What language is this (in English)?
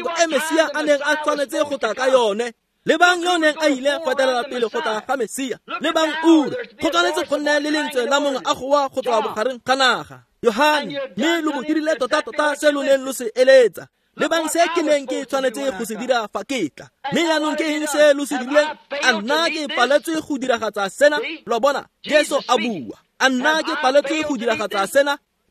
Tswana